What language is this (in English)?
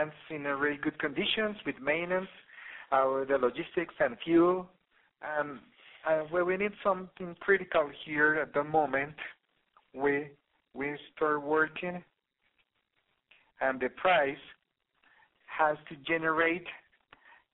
English